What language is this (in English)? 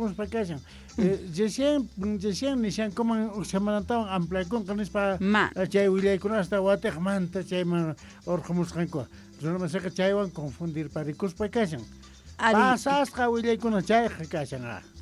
South Bolivian Quechua